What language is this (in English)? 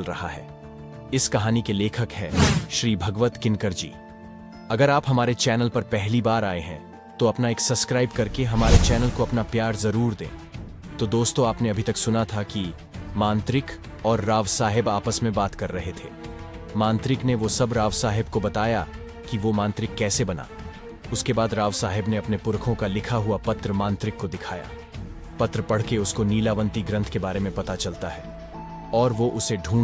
Hindi